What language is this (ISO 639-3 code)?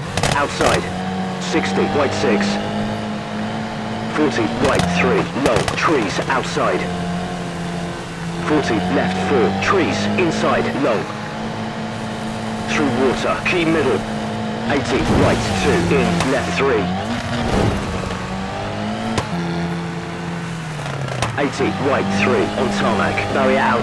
eng